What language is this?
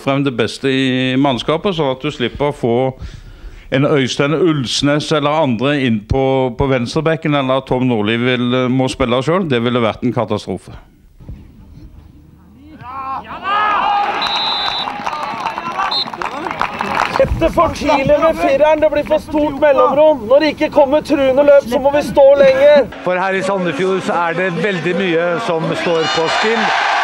Norwegian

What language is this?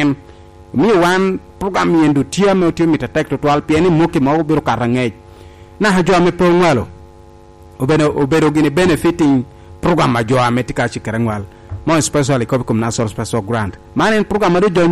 Lango (Uganda)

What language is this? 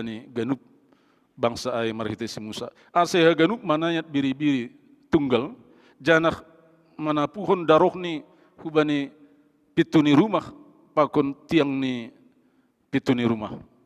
Batak Simalungun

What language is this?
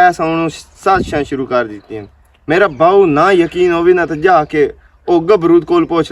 Western Panjabi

